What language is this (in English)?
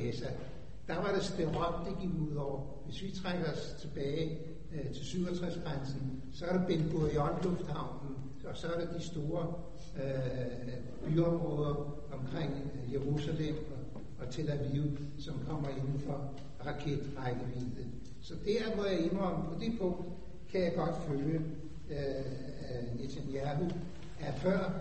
Danish